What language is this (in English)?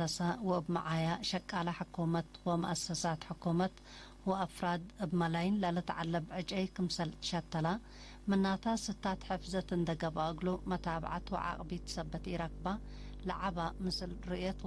Tigre